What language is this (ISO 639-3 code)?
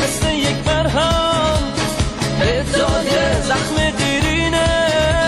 fas